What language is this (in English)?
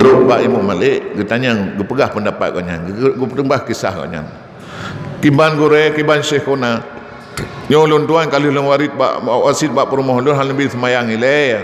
Achinese